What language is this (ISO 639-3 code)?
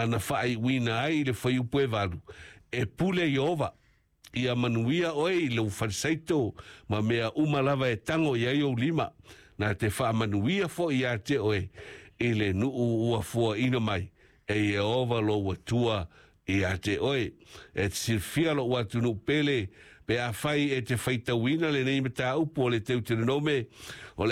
smo